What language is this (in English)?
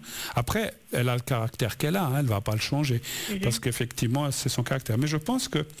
French